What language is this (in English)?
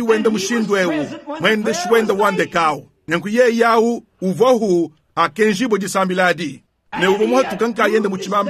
Luba-Lulua